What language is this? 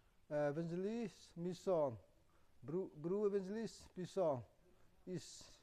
Mara Chin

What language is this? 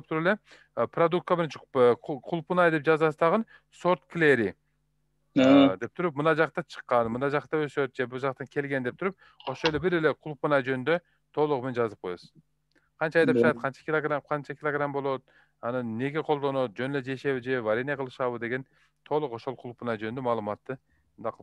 Kyrgyz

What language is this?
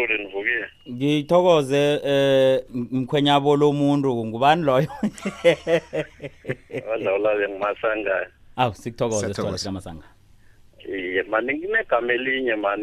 South Ndebele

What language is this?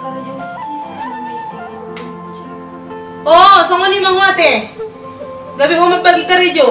Batak Toba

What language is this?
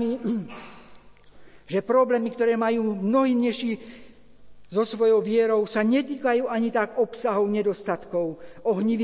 Slovak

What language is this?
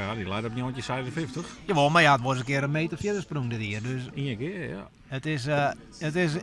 Western Frisian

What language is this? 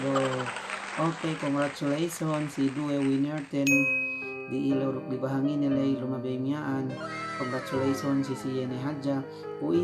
Yakan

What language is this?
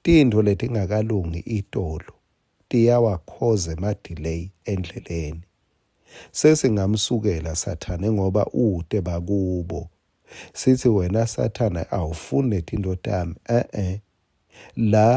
Swati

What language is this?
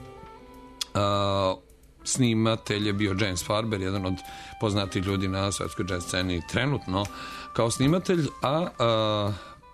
Serbian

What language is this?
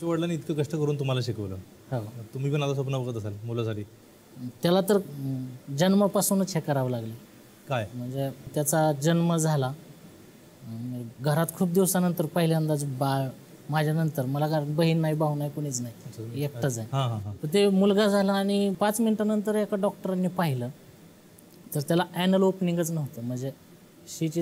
Marathi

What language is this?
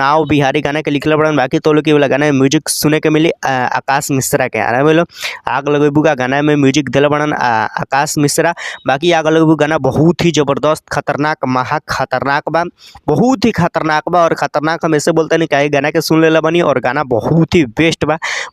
Bhojpuri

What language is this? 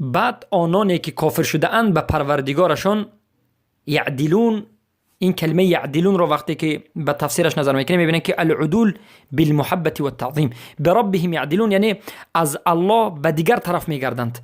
Persian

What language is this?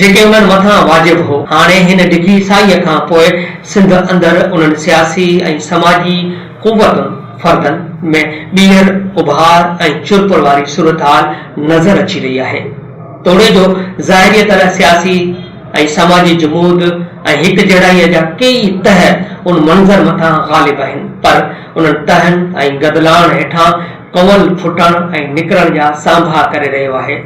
Sindhi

